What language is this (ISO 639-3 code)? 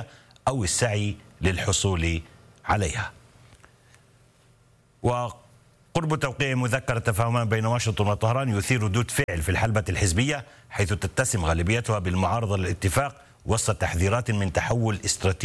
ara